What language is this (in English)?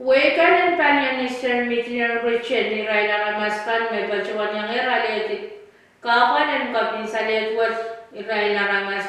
Pohnpeian